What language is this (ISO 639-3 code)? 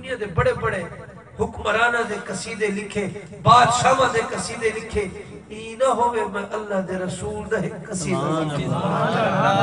skr